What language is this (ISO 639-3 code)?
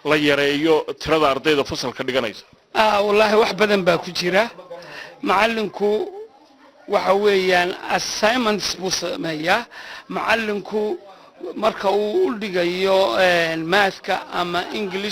som